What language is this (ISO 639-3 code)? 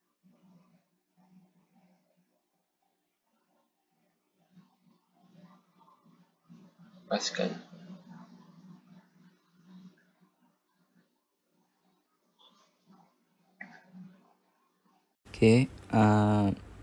msa